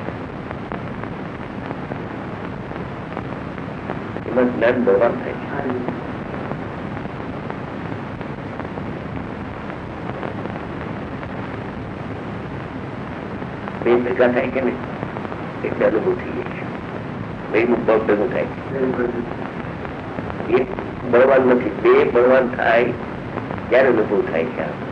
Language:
Gujarati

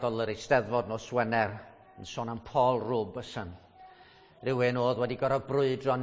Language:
Welsh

